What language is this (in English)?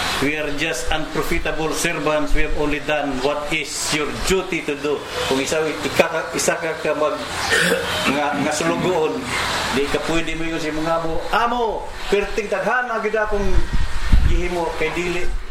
Filipino